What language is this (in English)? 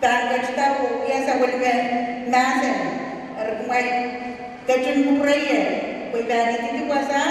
Pohnpeian